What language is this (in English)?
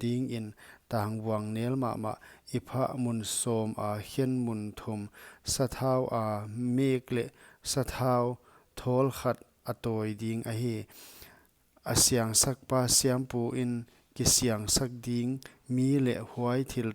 Paite Chin